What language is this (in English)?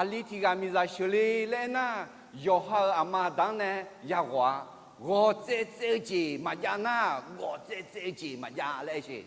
Akha